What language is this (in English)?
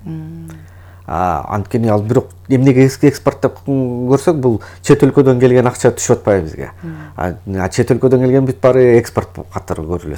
Kyrgyz